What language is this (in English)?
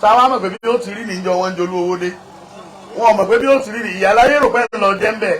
Yoruba